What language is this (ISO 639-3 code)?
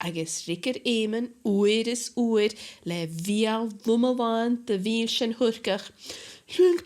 gla